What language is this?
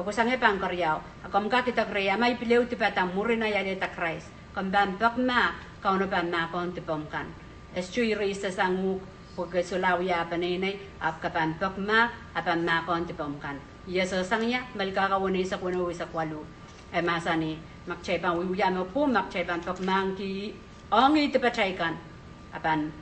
Pohnpeian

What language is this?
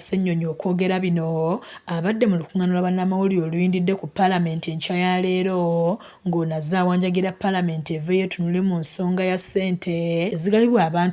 Ganda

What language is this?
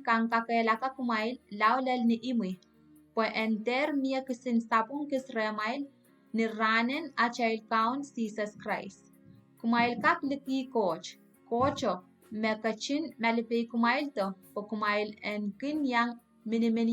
Pohnpeian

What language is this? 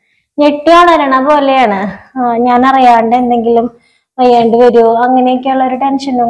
Malayalam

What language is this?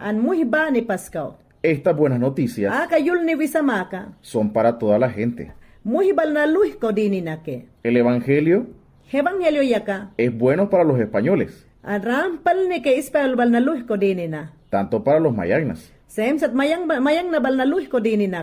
Mayangna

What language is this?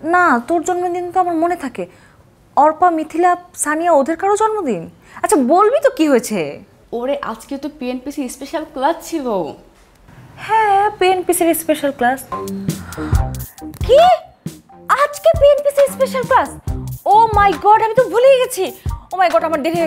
Bangla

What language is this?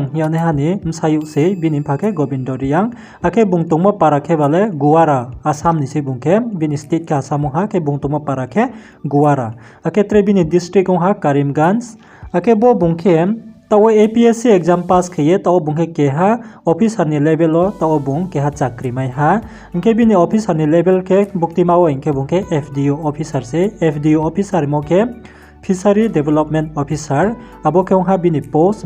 Riang (India)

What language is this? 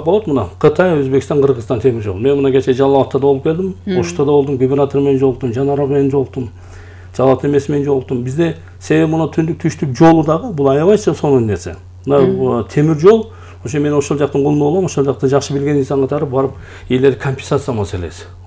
Kyrgyz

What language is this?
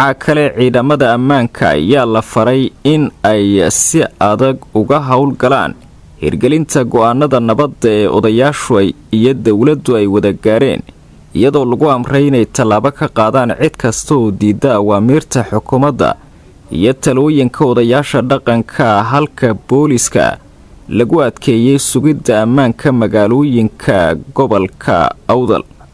Somali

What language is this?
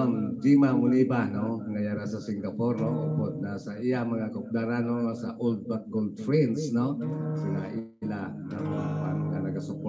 Hiligaynon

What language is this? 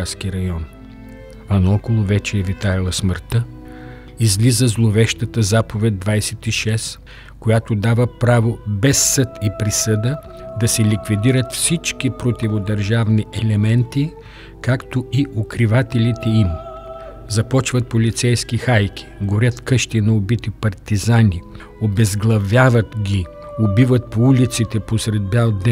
Bulgarian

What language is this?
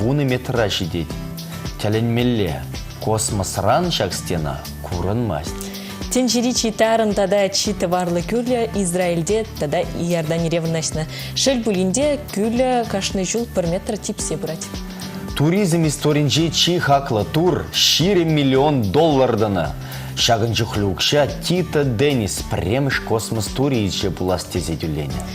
Chuvash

